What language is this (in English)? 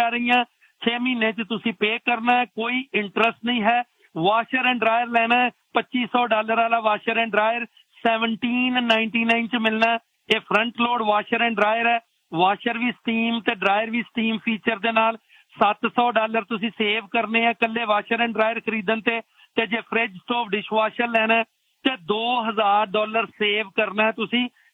Punjabi